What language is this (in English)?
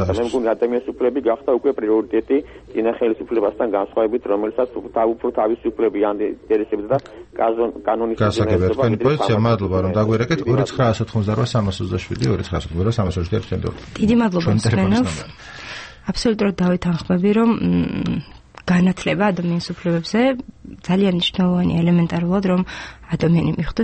Georgian